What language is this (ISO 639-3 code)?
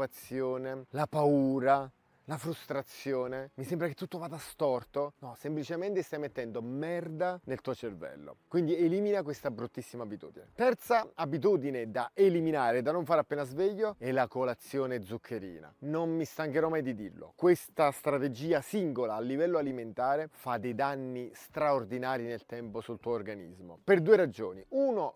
ita